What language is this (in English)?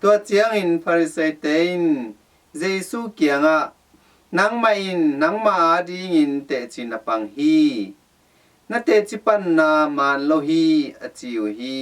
Tedim Chin